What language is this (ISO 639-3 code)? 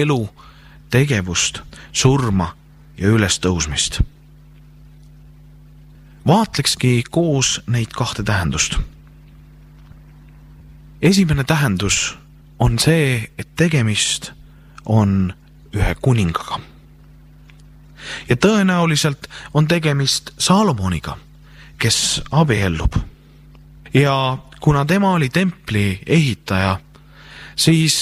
est